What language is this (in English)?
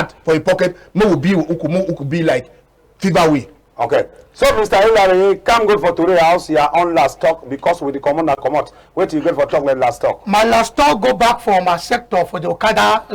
Cameroon Pidgin